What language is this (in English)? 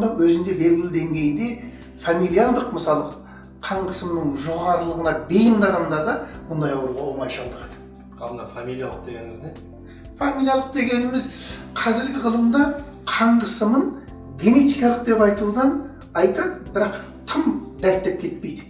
Kazakh